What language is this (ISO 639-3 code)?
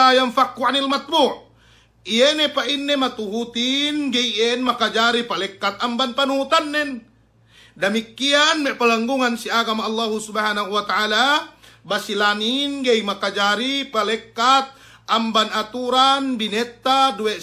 yka